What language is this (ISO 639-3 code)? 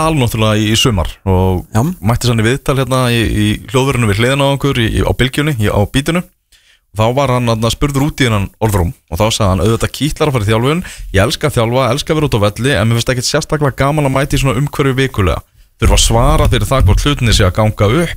isl